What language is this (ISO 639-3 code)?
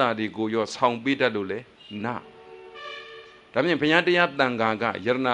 mya